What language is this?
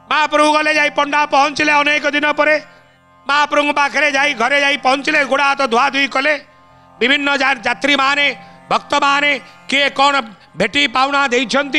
Odia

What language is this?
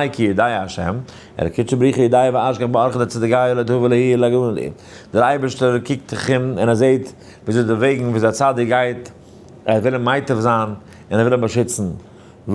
Yiddish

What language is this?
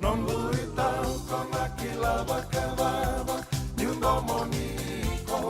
Fijian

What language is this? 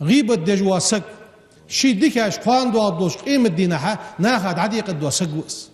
Ingush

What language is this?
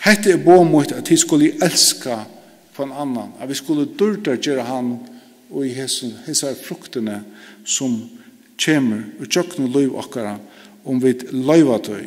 Faroese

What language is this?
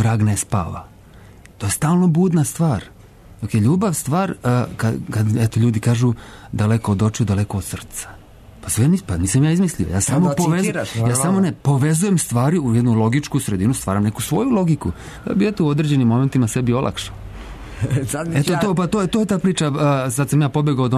Serbian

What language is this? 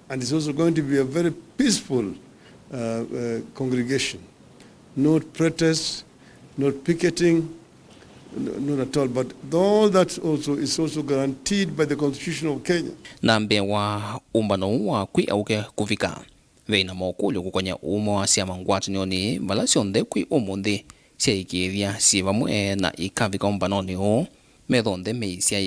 Kamba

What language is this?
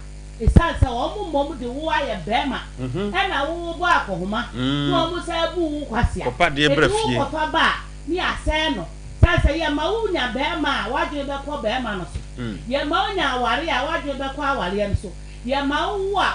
Akan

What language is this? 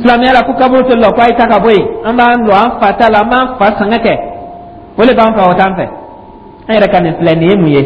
Dyula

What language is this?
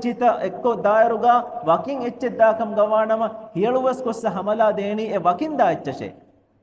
Divehi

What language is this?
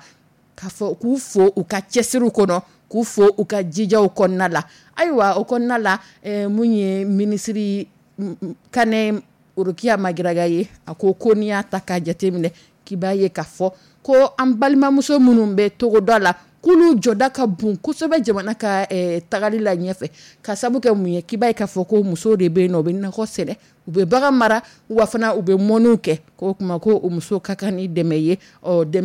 Dyula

